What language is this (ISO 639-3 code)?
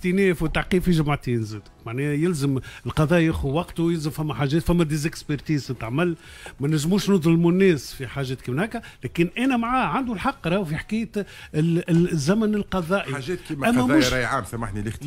aeb